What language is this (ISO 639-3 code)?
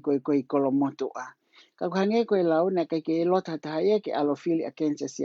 ton